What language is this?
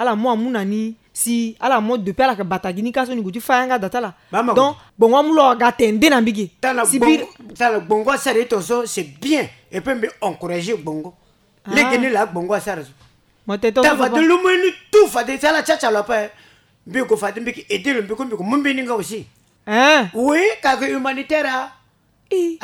Sango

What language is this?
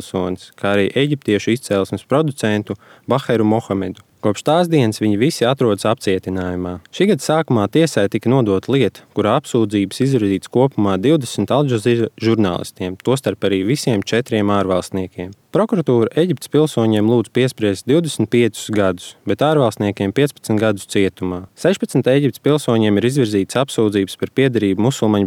Latvian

